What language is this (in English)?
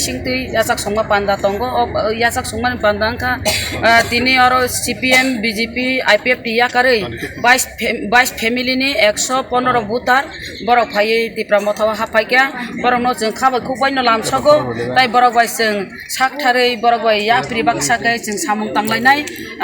Kok Borok